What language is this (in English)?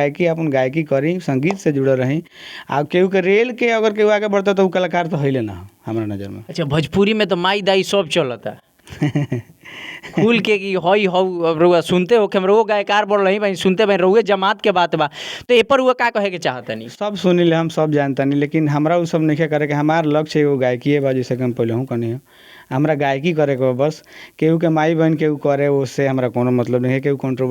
Bhojpuri